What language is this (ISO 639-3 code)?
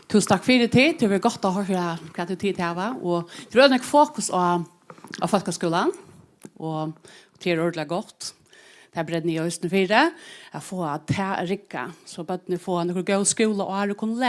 fao